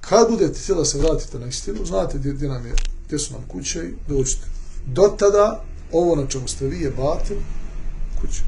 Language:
Bosnian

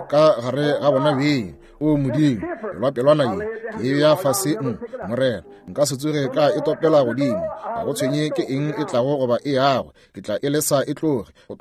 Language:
Northern Sotho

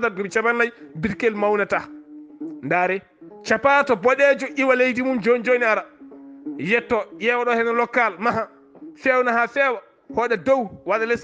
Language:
Fula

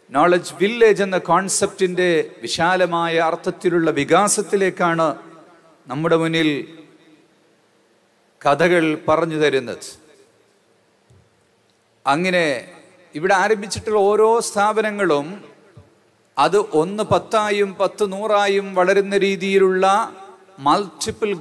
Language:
Malayalam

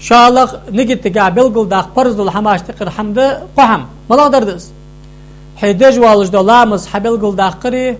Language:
Ingush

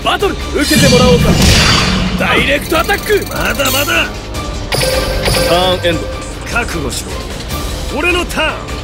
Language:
Japanese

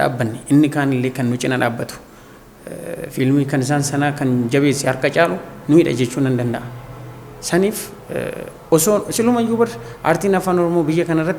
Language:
Oromo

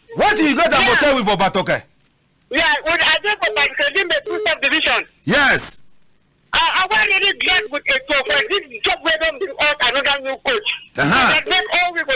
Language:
Cameroon Pidgin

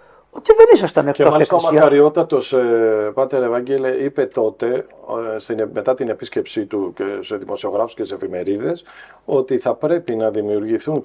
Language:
Greek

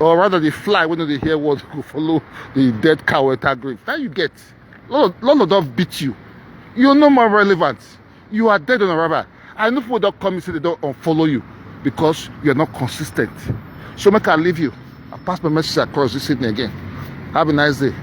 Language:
Nigerian Pidgin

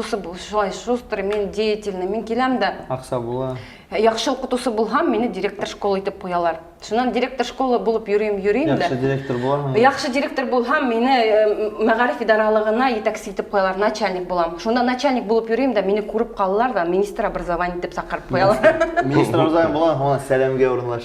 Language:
Bashkir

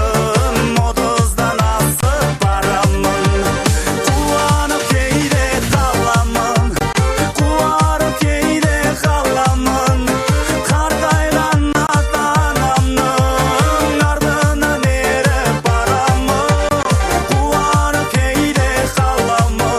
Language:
Kazakh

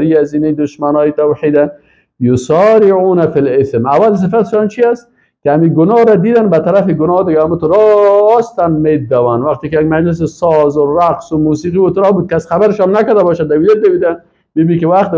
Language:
Persian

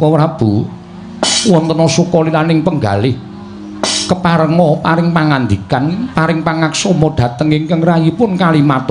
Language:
Javanese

